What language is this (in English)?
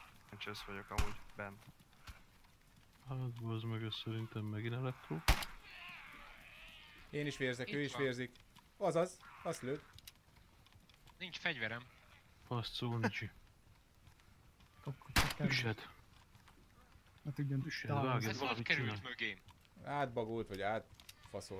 Hungarian